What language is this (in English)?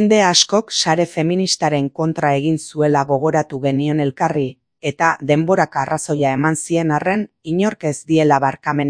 Basque